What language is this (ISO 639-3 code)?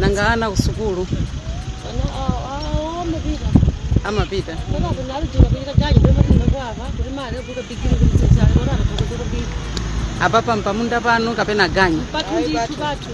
nya